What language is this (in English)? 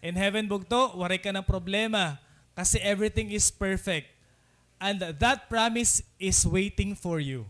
Waray